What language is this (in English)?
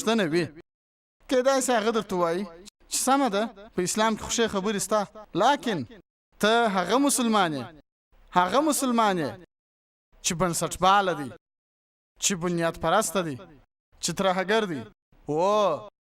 Pashto